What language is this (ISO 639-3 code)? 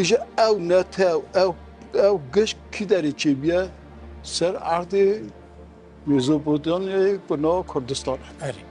kur